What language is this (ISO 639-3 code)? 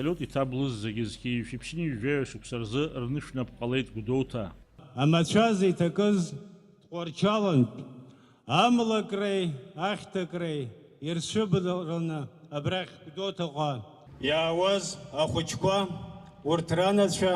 abk